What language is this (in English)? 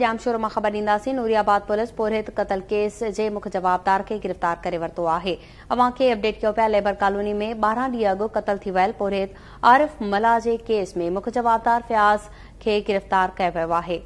Sindhi